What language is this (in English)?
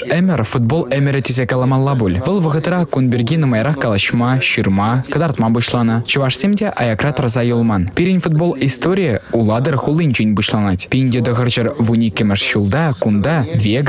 Chuvash